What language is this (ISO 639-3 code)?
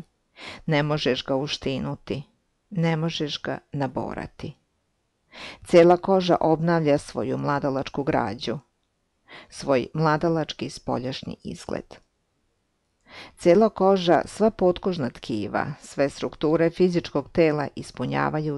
srp